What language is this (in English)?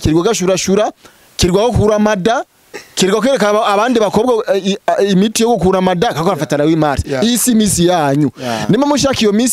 Rundi